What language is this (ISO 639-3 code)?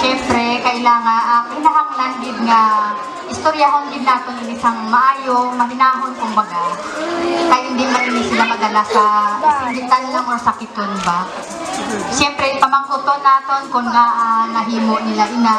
hil